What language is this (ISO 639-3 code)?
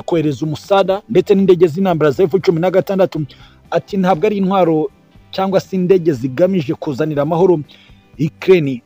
kin